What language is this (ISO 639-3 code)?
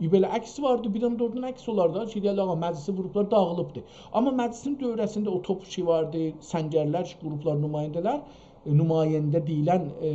azb